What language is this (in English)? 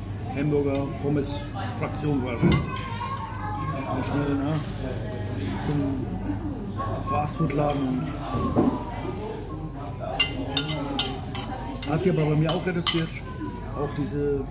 German